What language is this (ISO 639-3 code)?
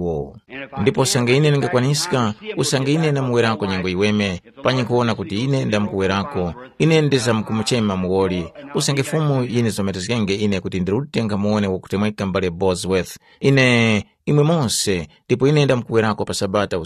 tum